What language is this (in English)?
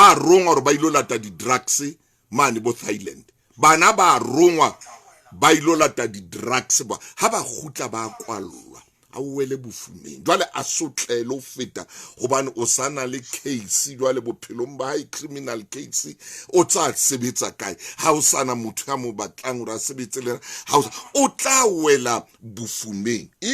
Southern Sotho